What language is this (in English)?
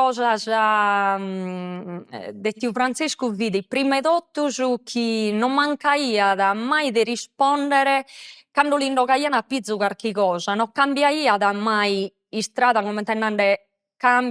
Sardinian